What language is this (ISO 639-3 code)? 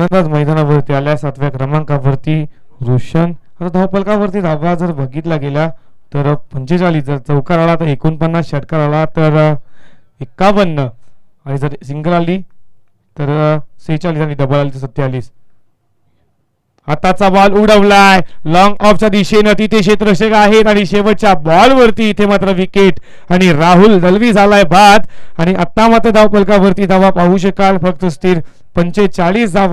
mar